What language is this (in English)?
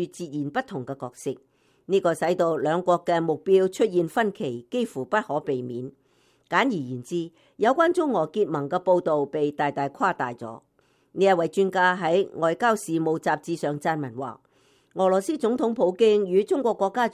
Cantonese